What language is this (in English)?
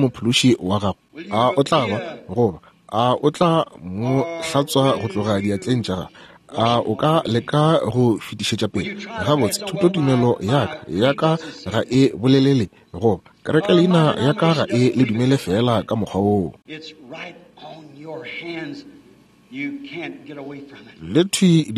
Northern Sotho